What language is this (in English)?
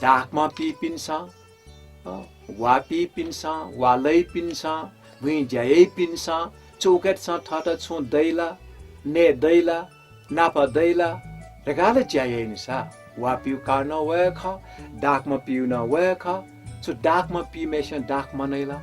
Newari